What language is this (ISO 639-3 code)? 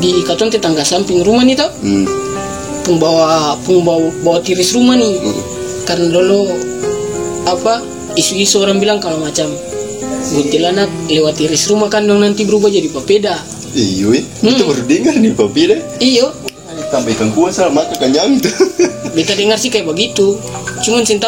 abs